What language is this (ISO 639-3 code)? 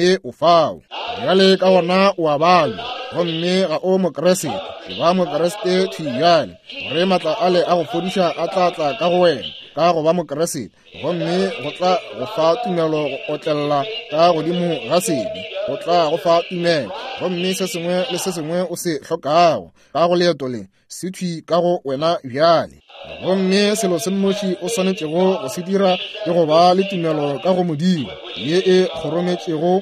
nso